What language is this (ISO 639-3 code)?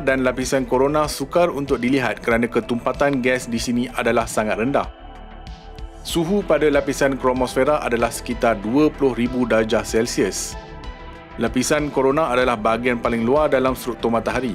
msa